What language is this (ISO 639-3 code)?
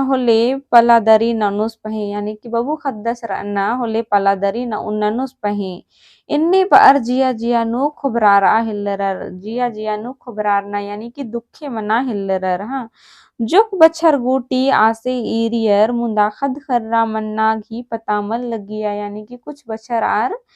kru